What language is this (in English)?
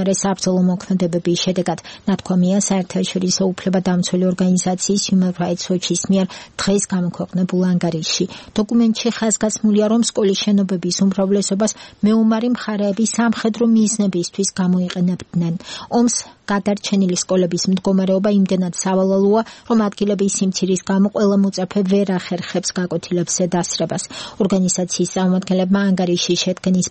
Georgian